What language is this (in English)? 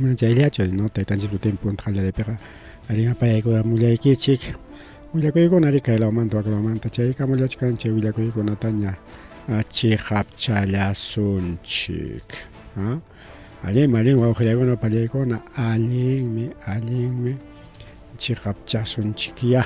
Ayacucho Quechua